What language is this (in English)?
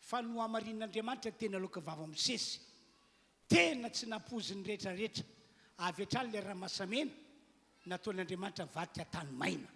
Malagasy